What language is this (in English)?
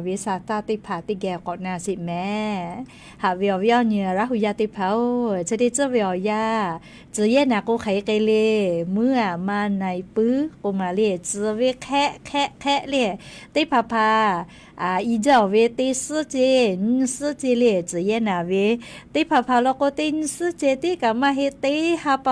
Lahu